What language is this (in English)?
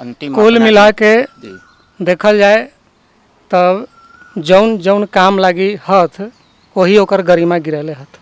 Magahi